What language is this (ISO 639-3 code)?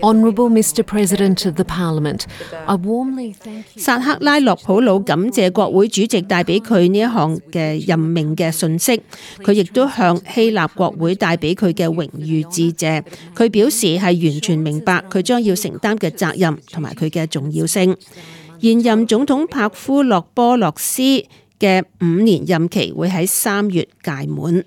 yue